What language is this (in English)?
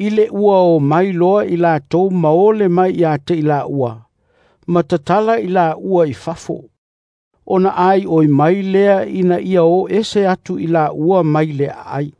Samoan